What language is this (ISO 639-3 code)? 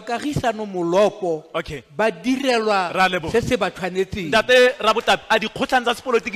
tsn